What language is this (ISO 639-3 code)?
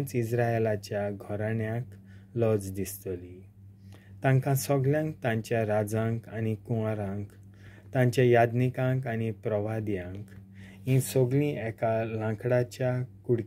kok